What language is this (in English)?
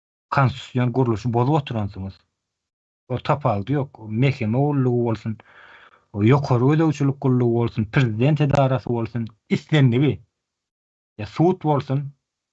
Turkmen